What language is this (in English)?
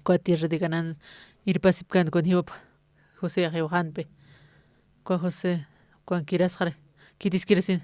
Aymara